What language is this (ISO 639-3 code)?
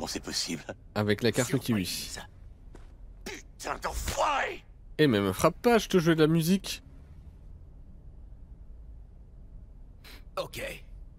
fra